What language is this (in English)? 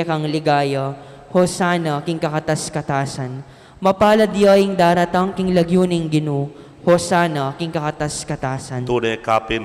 Pampanga